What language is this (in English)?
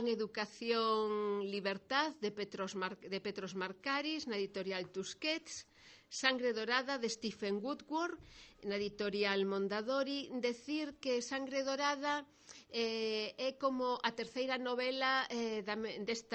Galician